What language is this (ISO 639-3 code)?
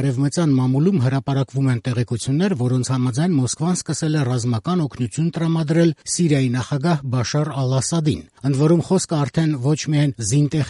hye